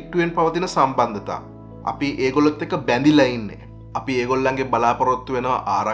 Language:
Sinhala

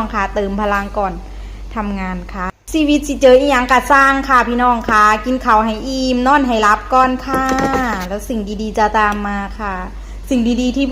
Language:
Northeastern Thai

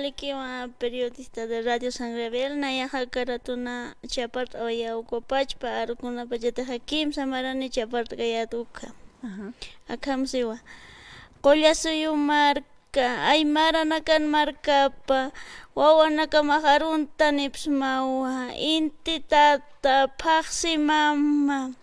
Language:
Aymara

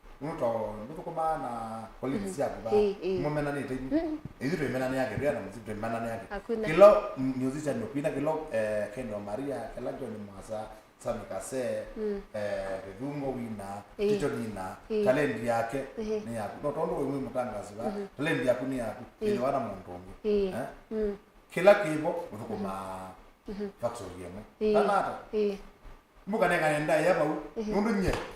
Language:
Kamba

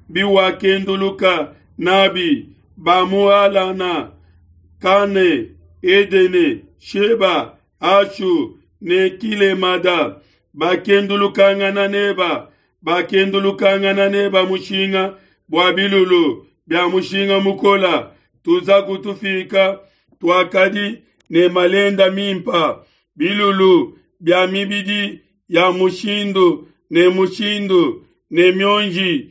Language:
Luba-Lulua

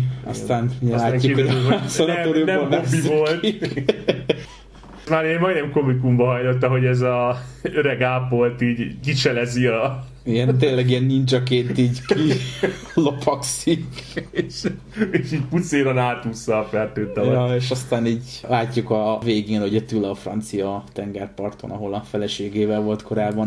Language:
Hungarian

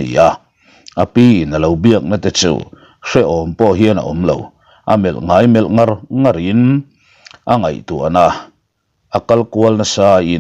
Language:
Mizo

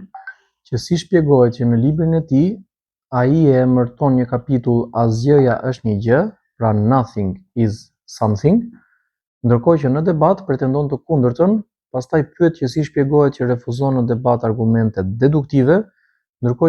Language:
Albanian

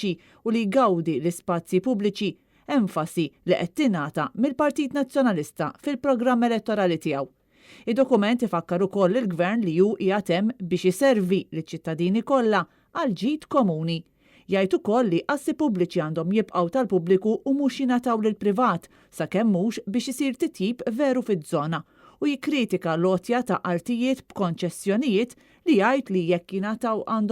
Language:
Maltese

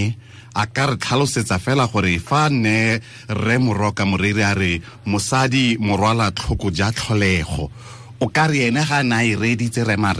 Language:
Tswana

